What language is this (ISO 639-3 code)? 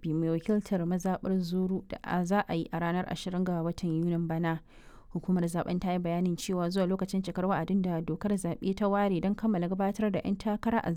hau